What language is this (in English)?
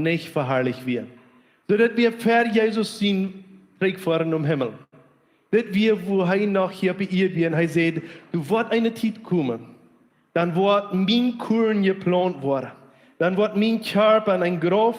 Plautdietsch